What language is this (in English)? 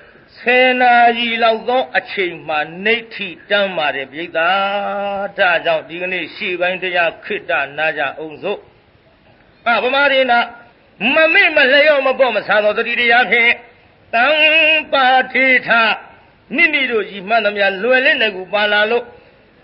Burmese